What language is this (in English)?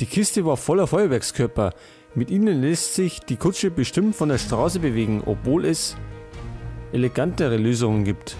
Bavarian